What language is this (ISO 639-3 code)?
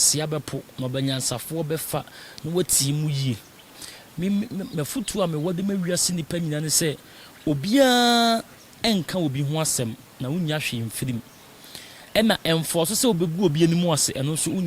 aka